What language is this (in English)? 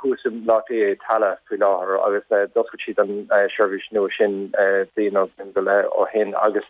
Irish